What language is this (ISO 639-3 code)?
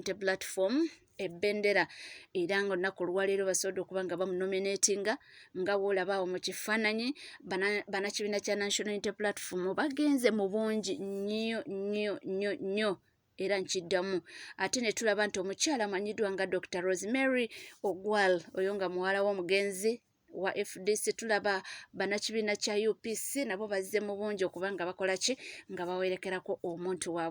lug